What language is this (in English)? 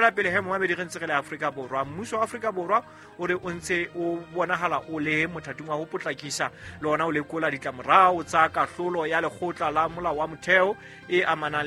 Southern Sotho